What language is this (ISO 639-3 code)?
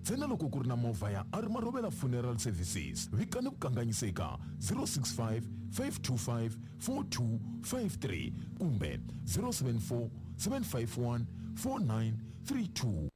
tso